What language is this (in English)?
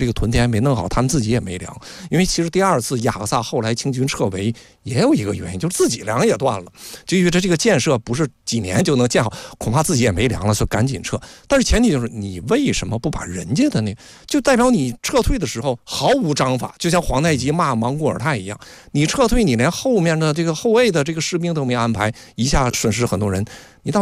Chinese